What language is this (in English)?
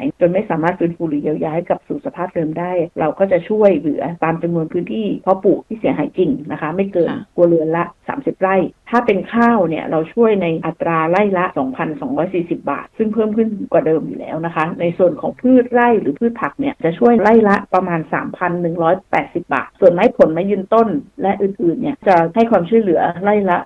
Thai